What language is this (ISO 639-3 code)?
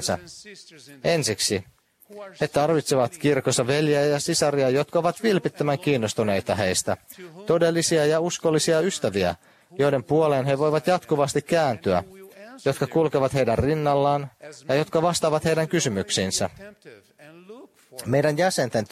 fin